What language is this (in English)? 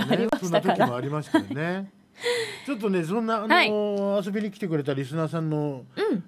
Japanese